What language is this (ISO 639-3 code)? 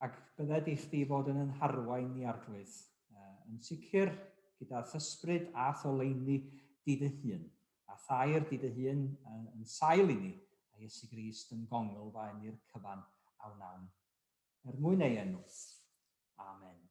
cym